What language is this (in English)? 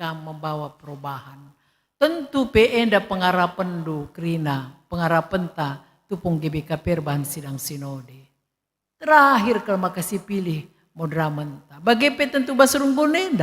Batak Karo